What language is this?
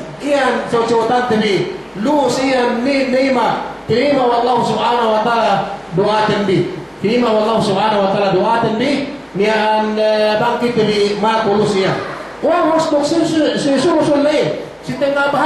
Yakan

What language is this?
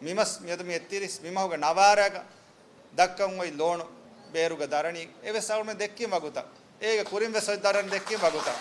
Divehi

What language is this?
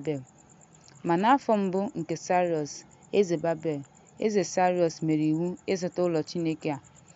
Igbo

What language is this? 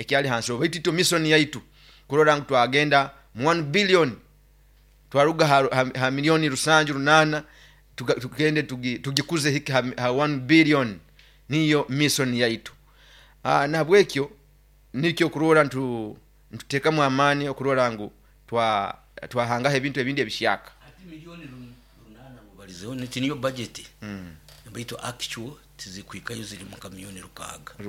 Nyoro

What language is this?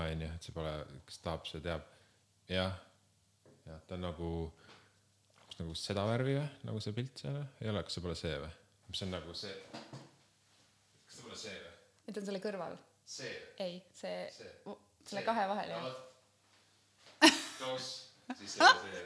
Estonian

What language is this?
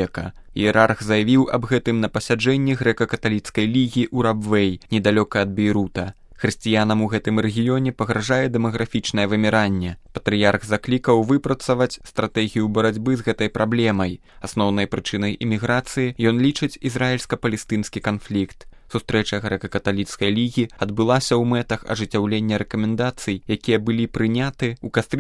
Belarusian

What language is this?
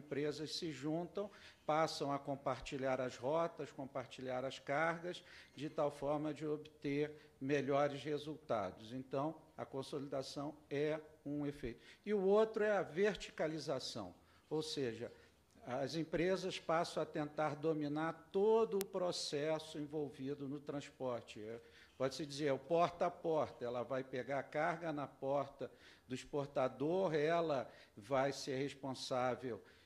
Portuguese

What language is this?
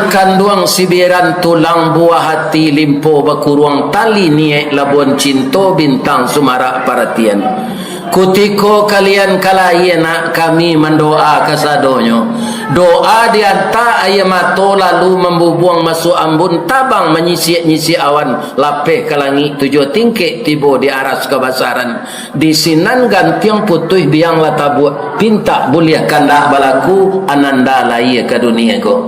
Minangkabau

